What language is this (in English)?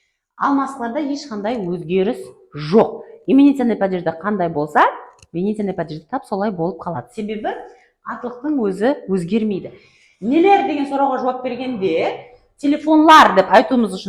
Kara-Kalpak